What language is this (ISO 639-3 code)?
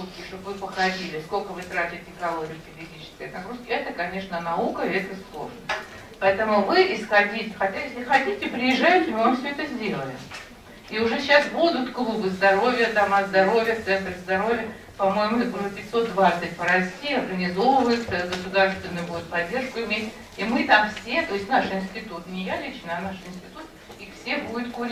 rus